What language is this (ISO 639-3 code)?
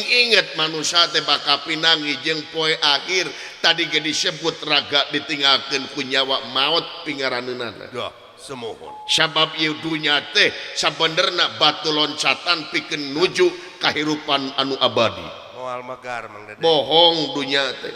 sun